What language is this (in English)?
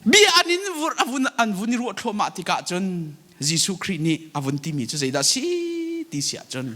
Hakha Chin